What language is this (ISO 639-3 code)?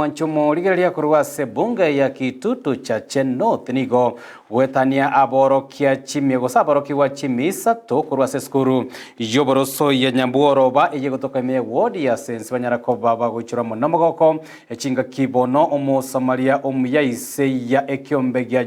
guz